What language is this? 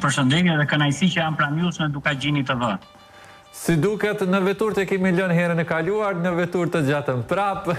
Albanian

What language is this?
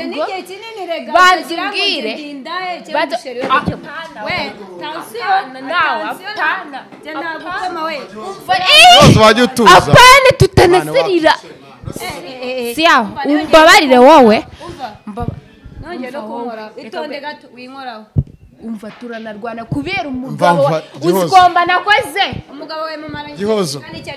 Kinyarwanda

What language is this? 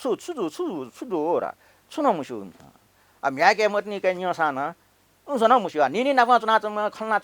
Newari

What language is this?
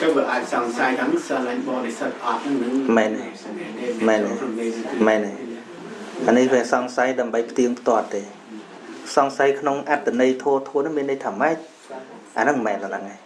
Khmer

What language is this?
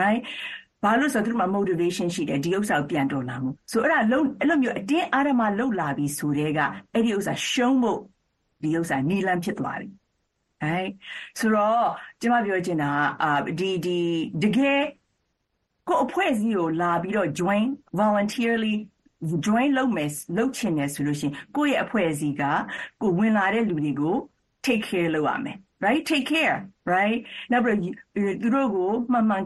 Burmese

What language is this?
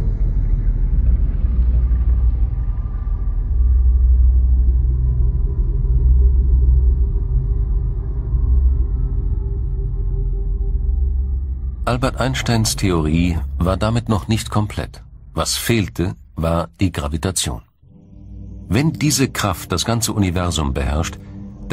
German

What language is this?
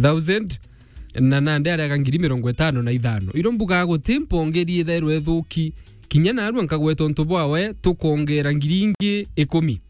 Meru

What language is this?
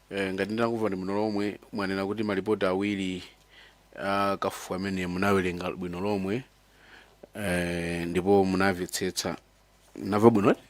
Nyanja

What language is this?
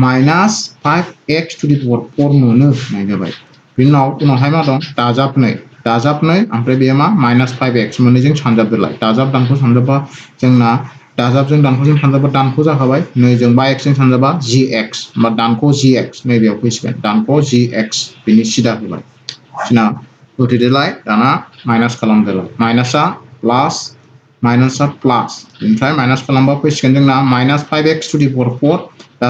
Bodo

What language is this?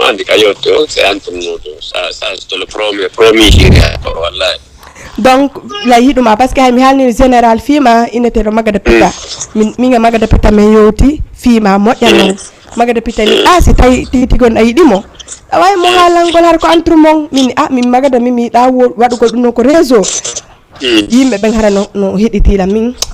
Fula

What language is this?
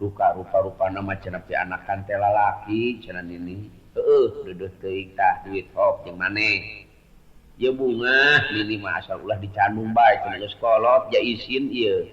Sundanese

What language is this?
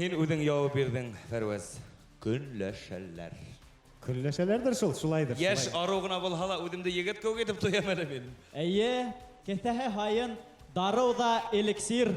Bashkir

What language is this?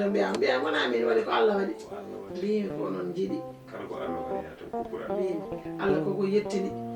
Fula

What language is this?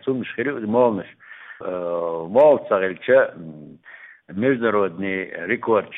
Chechen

